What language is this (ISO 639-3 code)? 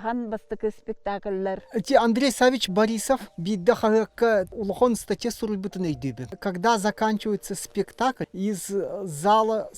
sah